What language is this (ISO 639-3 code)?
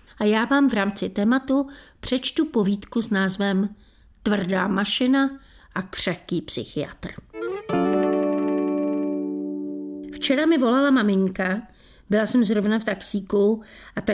ces